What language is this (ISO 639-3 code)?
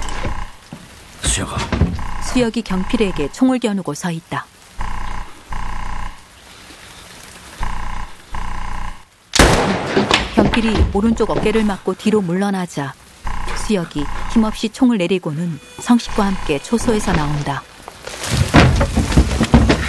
kor